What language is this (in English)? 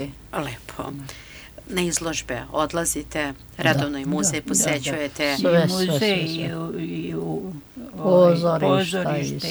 Serbian